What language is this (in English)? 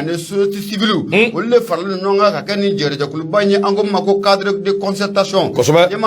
Bambara